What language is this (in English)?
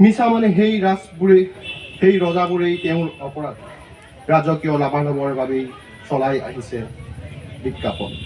Assamese